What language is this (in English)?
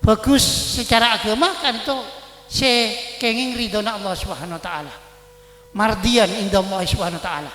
Madurese